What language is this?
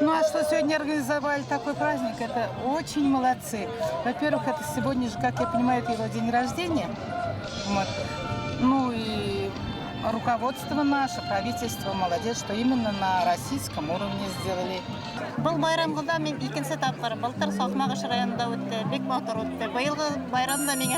Bashkir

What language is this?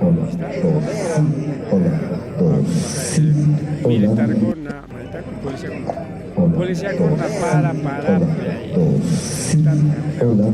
Ayacucho Quechua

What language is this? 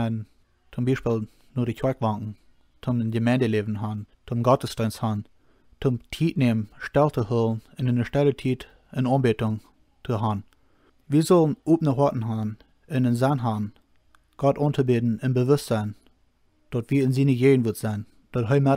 Plautdietsch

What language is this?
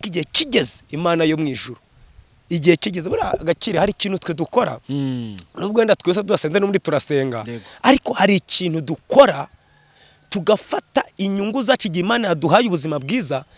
Kinyarwanda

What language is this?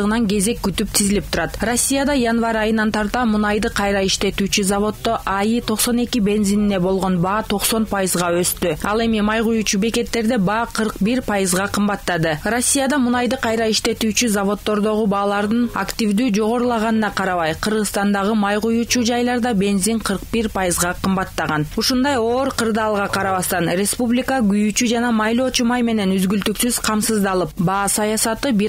Kyrgyz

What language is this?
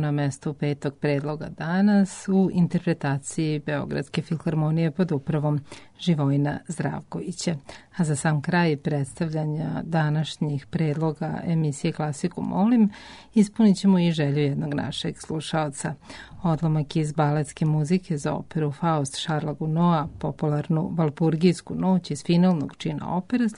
Serbian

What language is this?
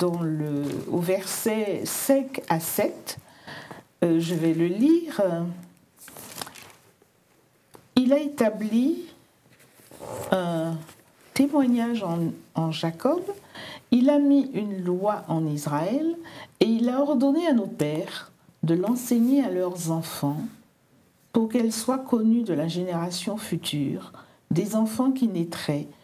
French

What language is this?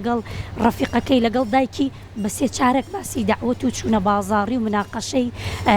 Central Kurdish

